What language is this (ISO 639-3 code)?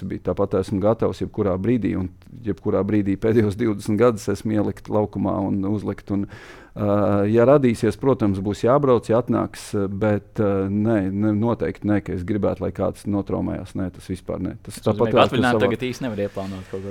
lav